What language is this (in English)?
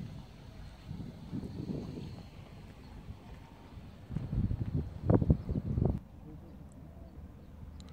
Kyrgyz